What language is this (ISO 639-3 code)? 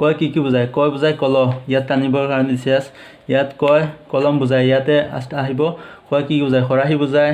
asm